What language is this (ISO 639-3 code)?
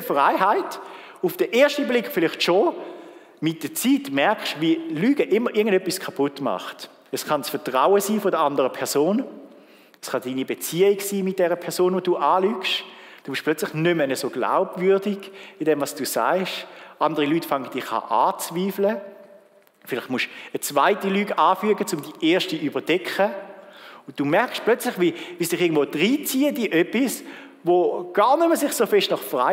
gsw